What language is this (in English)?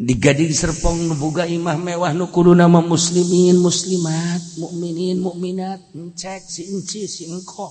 Sundanese